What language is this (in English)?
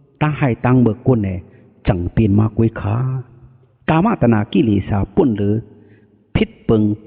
Shan